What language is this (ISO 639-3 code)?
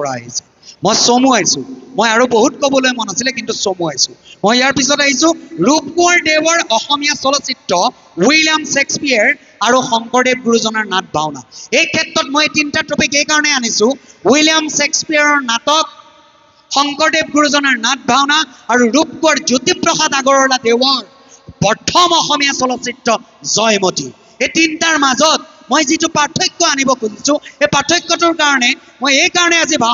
asm